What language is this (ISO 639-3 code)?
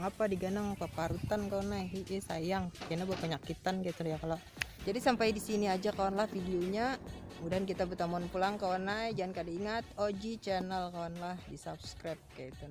bjn